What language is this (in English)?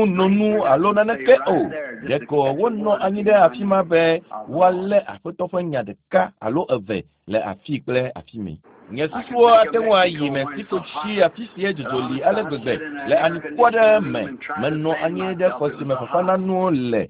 Ewe